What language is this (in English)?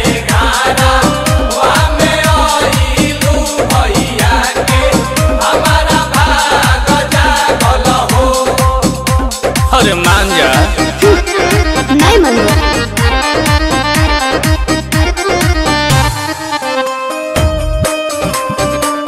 Bhojpuri